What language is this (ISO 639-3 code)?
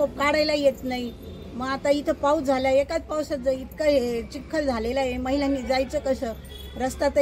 mar